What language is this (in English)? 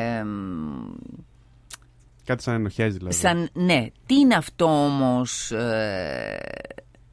Greek